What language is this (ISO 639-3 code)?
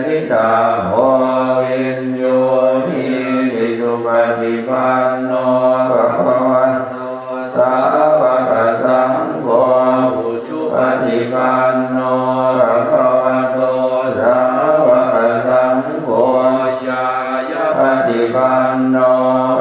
pli